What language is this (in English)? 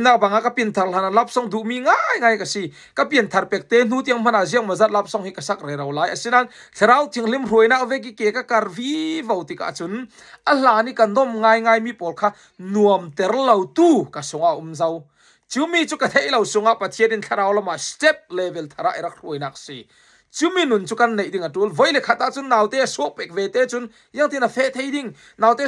Falam Chin